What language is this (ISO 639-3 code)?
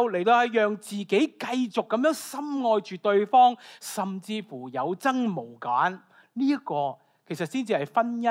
yue